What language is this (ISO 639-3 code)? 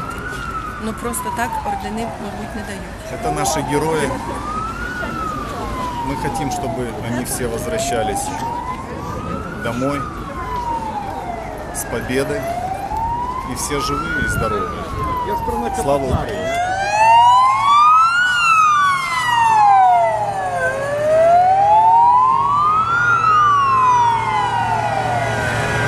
ukr